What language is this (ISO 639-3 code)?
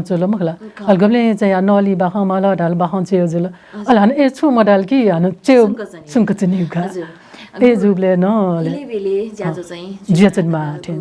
new